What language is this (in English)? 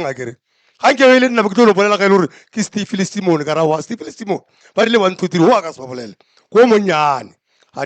Northern Sotho